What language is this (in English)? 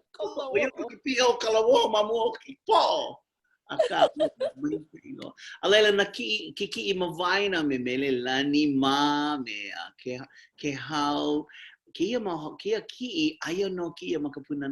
Hawaiian